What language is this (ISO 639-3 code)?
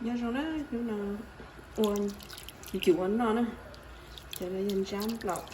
hmn